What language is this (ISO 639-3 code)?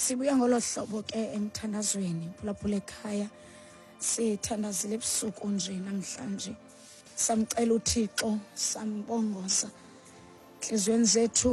xho